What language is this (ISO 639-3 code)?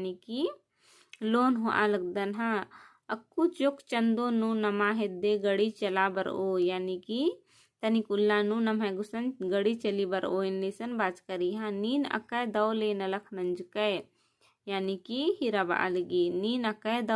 kru